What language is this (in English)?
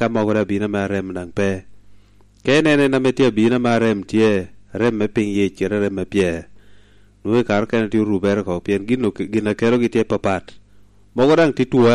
Lango (Uganda)